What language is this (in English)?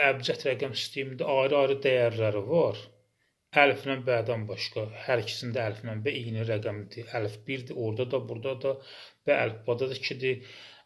Azerbaijani